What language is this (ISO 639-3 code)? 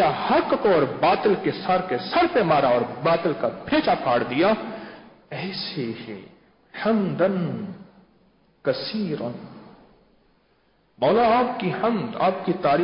urd